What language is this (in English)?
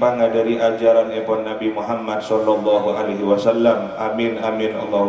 Madurese